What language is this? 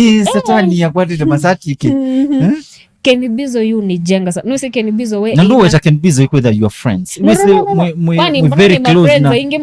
Kamba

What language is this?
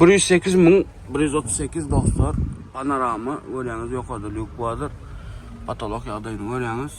Turkmen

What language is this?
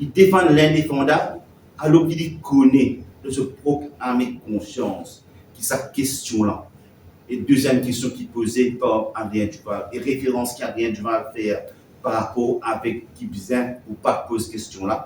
Morisyen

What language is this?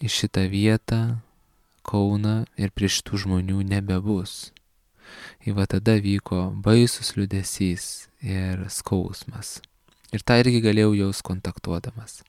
Lithuanian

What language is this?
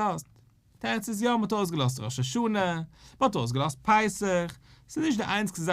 Yiddish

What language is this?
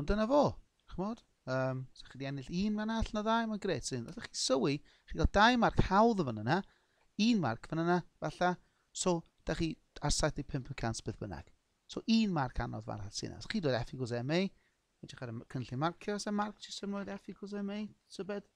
Welsh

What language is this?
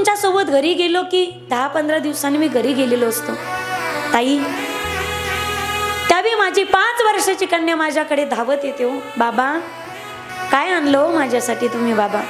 Marathi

